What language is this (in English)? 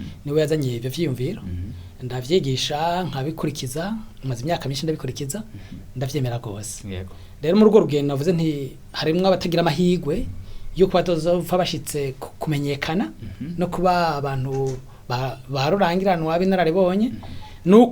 Rundi